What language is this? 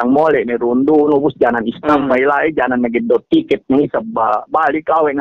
Yakan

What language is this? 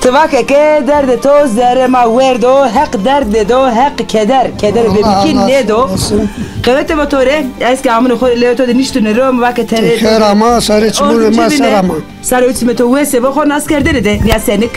Zaza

